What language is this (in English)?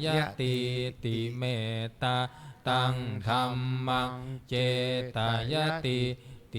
Pali